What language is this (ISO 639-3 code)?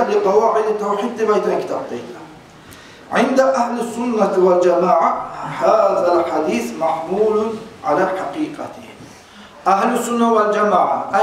kum